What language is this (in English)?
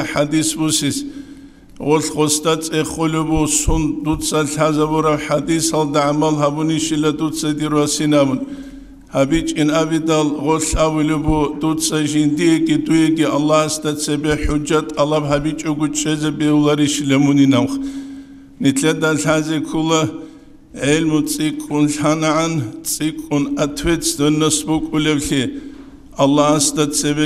Avaric